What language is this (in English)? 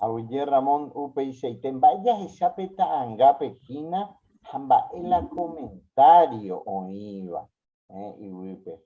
Guarani